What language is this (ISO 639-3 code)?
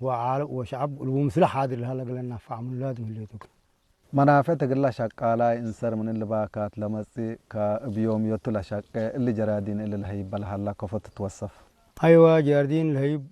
tig